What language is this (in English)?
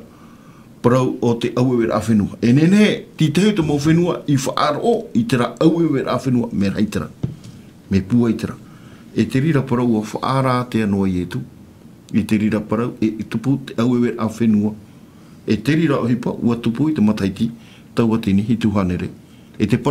Tahitian